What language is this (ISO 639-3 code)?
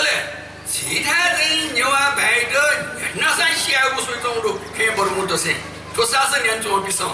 new